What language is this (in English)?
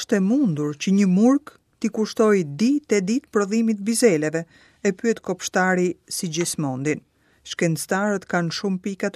Albanian